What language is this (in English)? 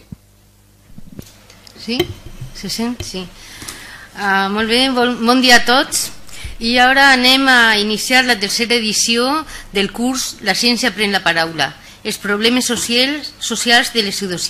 Catalan